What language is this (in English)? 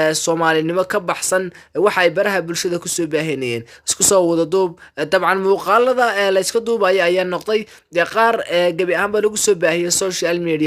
Somali